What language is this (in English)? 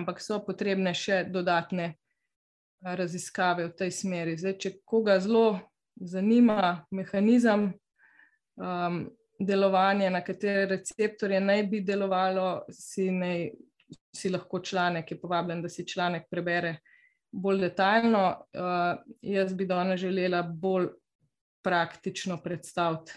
Slovenian